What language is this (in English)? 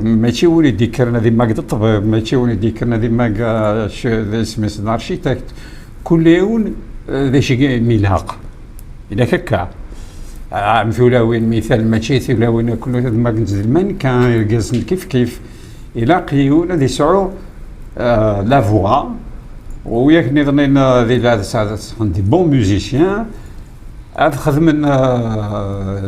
Kabyle